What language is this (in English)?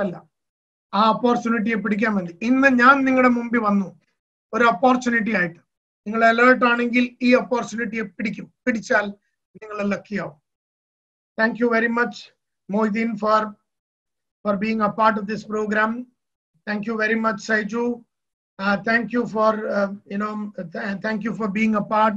Malayalam